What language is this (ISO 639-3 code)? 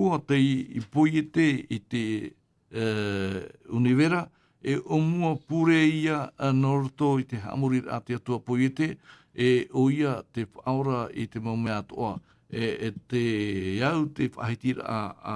tah